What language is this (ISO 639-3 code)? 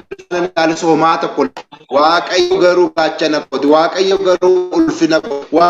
orm